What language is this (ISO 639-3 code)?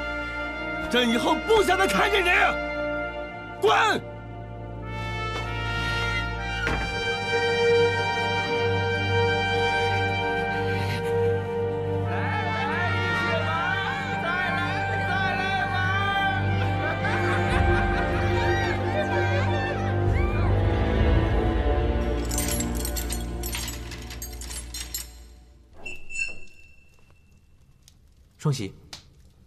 zho